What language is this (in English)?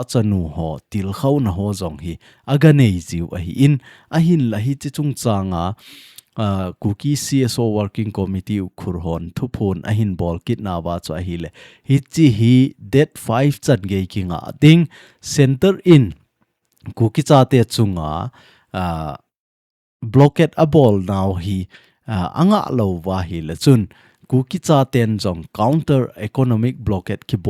Thado Chin